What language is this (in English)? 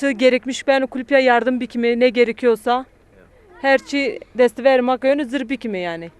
Zaza